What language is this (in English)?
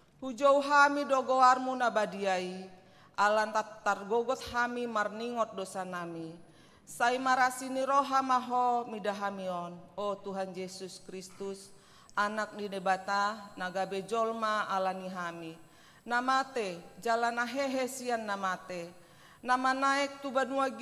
Batak Toba